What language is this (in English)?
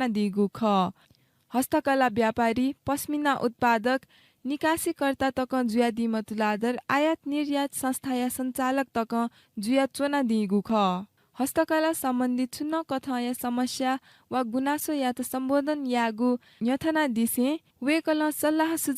Newari